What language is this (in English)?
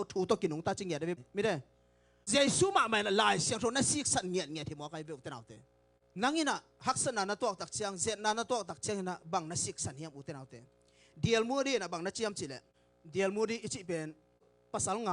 Tedim Chin